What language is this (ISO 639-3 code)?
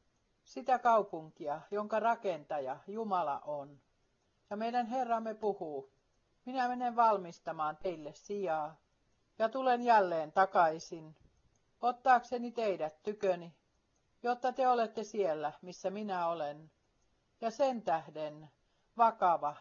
fin